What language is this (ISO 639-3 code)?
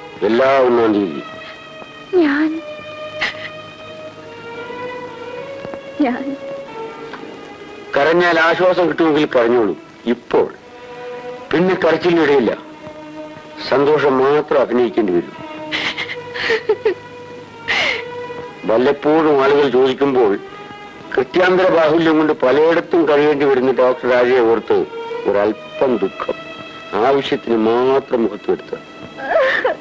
mal